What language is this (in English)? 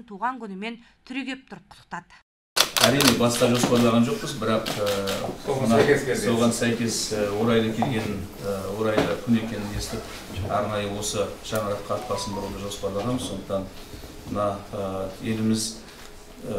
Kazakh